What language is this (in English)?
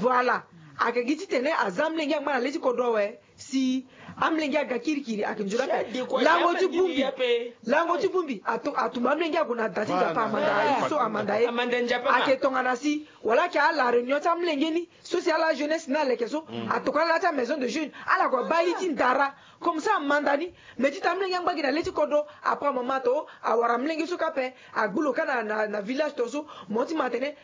Sango